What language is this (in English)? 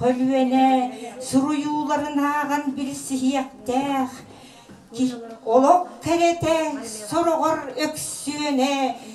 Yakut